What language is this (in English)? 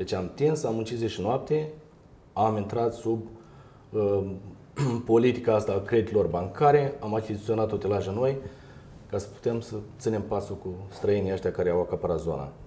Romanian